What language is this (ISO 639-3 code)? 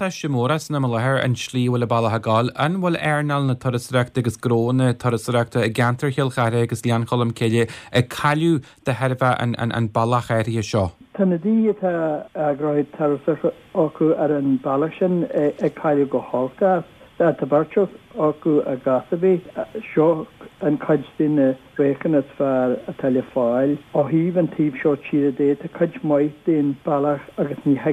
gle